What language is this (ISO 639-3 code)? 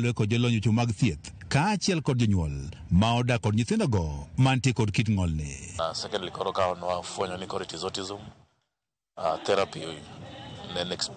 luo